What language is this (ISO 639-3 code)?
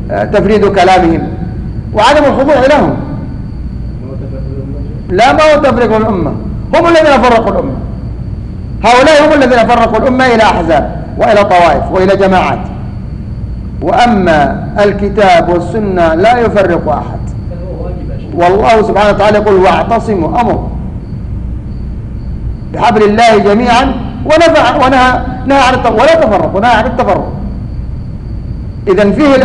ara